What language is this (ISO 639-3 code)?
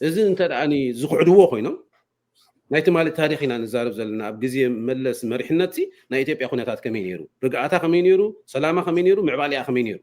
tir